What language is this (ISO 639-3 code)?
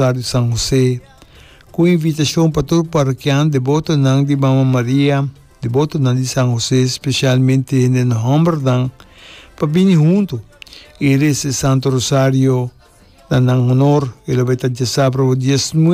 pap